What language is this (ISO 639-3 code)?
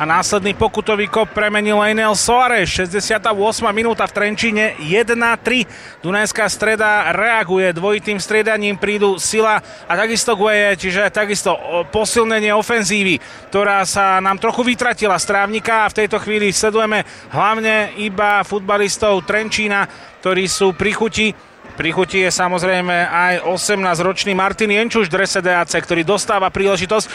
slk